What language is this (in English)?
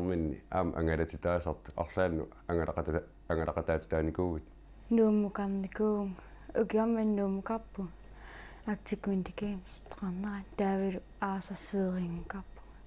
Kalaallisut